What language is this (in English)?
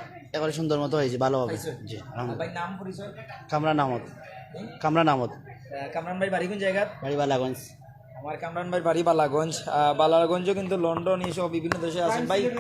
Sylheti